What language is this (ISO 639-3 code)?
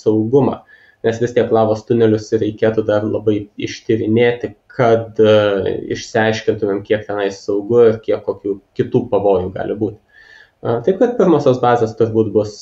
lit